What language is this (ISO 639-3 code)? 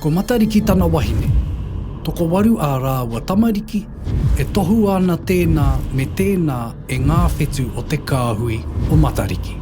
mri